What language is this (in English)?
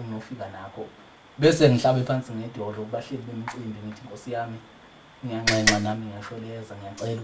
Zulu